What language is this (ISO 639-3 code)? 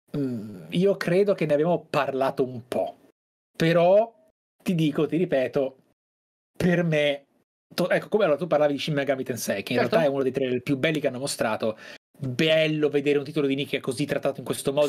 ita